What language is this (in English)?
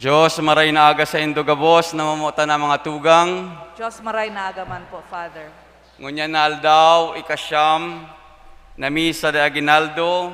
Bikol